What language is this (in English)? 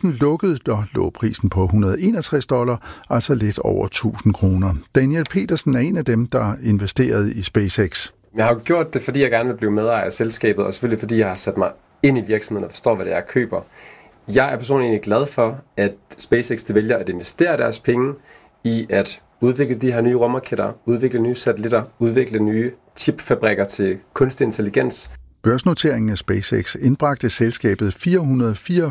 Danish